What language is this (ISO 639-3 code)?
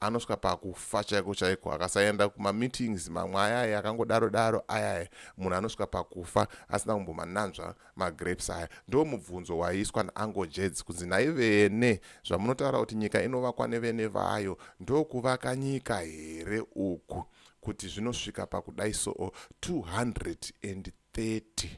sna